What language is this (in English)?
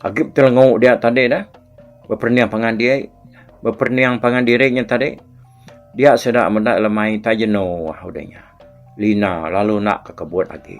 Iban